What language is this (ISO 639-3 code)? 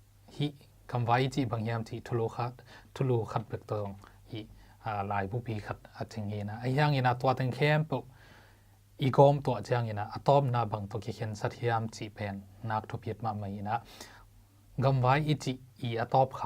ctd